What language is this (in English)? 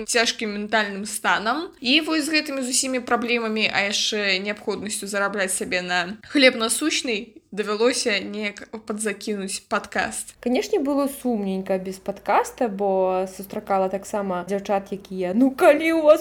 Belarusian